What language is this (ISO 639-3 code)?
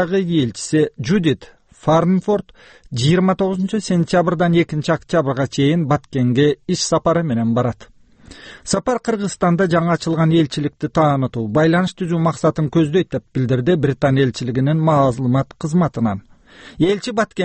kir